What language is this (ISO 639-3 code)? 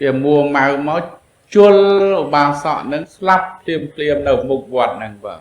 khm